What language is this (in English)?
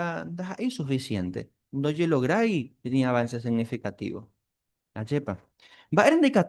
Guarani